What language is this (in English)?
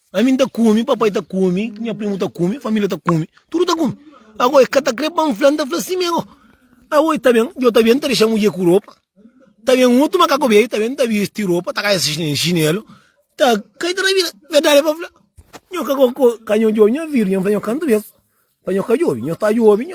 Kabuverdianu